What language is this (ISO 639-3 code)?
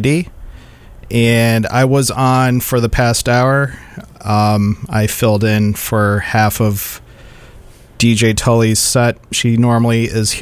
eng